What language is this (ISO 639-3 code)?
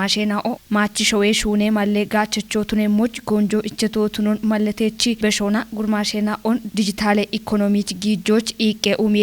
kbr